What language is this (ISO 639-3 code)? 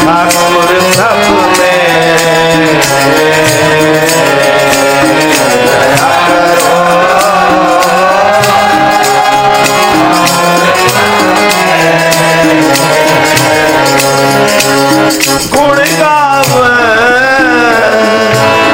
hin